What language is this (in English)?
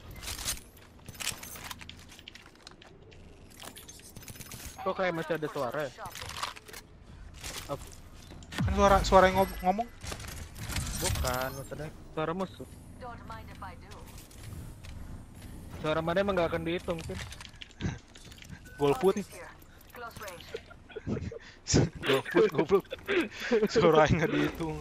Indonesian